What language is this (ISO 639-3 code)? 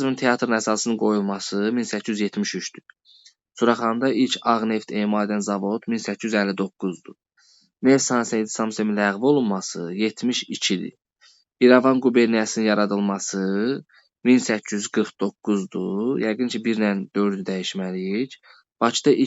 aze